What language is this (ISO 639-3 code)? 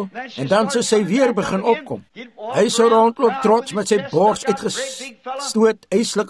afr